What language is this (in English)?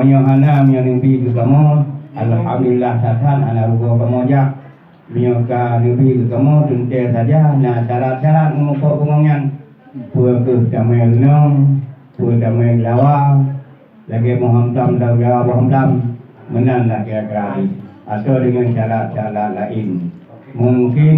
Achinese